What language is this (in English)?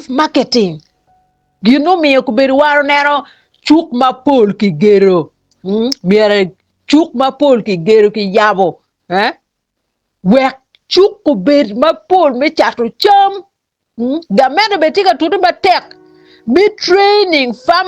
Acoli